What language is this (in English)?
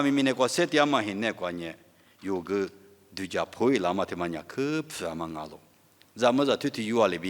Lisu